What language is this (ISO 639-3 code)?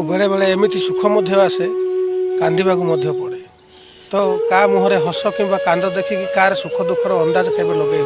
ori